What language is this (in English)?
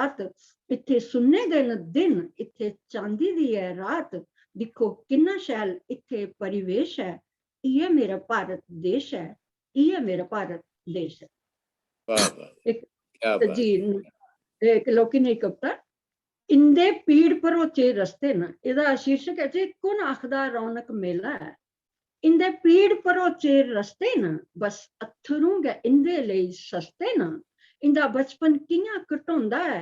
Dogri